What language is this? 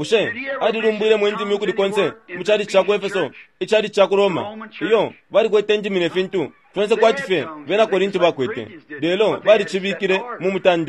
Bemba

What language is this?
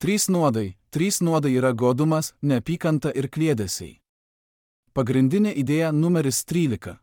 Lithuanian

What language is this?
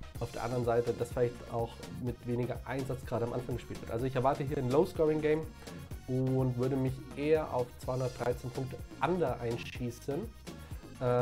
German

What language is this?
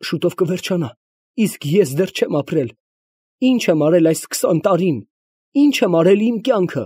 Armenian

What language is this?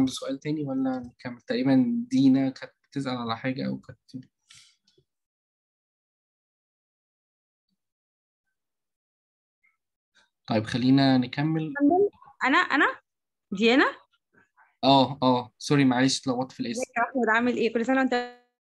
Egyptian Arabic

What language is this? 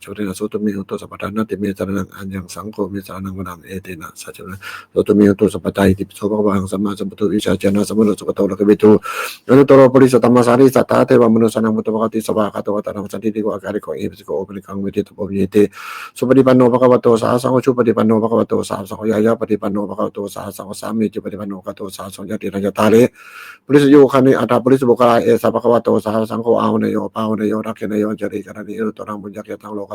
Pali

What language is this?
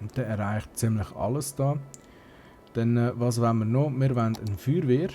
Swiss German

